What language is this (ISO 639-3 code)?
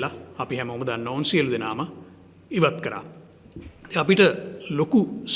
sin